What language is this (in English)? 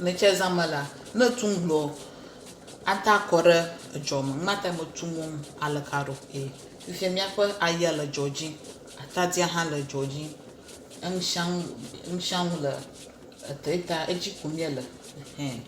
Ewe